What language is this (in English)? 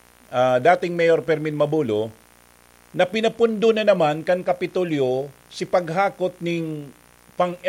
Bikol